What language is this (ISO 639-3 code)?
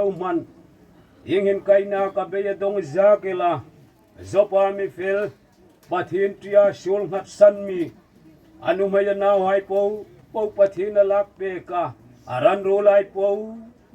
hmr